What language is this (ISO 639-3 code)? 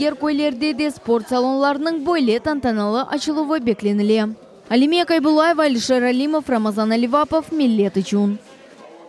crh